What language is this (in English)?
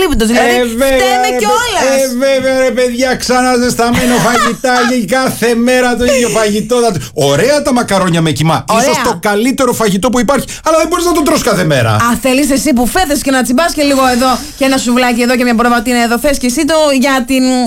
Greek